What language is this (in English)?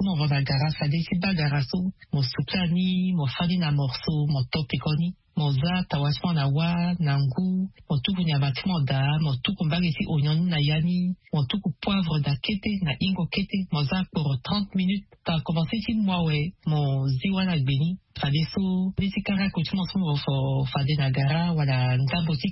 Sango